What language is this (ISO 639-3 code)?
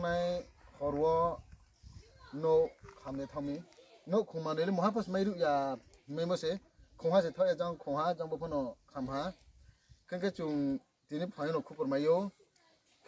ria